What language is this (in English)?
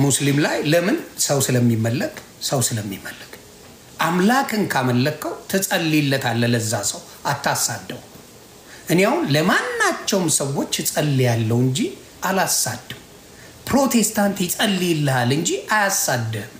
Amharic